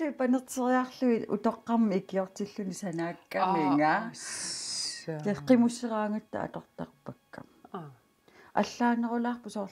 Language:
Kalaallisut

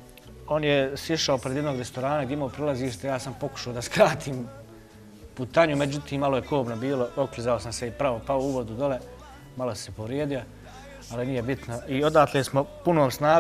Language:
Bosnian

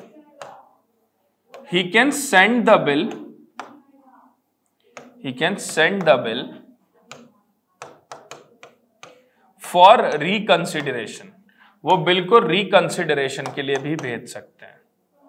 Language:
Hindi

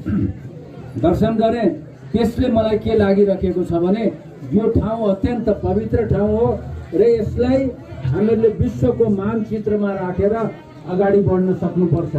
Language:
Nepali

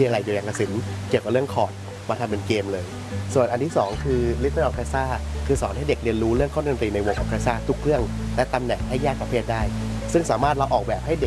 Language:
Thai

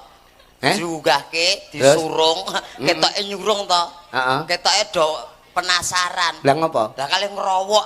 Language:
Javanese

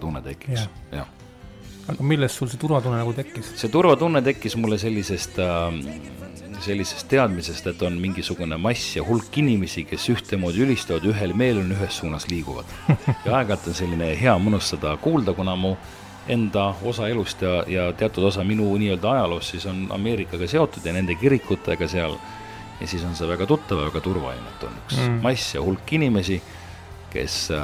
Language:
Estonian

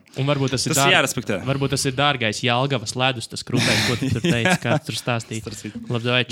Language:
Latvian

